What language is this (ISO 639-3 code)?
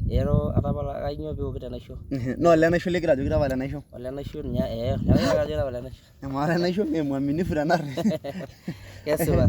mas